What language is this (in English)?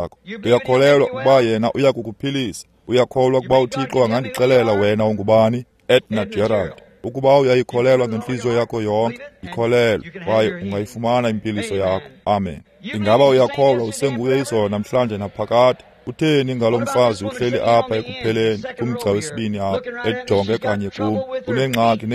Xhosa